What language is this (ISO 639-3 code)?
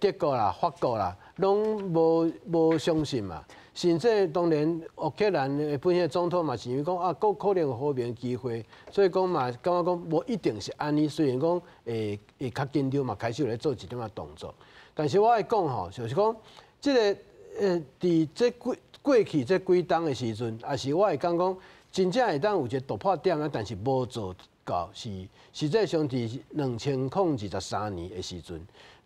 nan